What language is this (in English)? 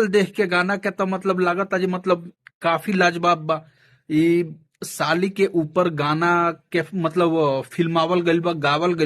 Bhojpuri